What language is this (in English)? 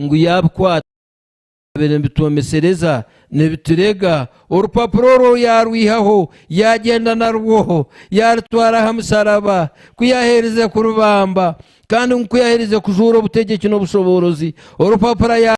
Nyankole